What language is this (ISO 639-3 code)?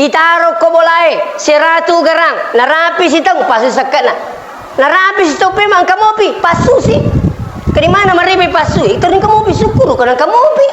bug